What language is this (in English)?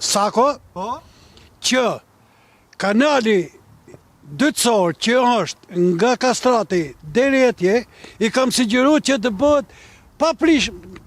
Albanian